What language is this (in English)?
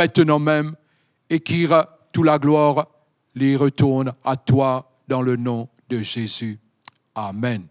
Morisyen